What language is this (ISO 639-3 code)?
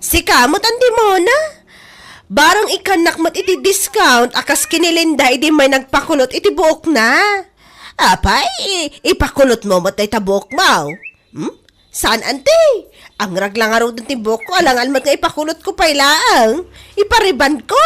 ilo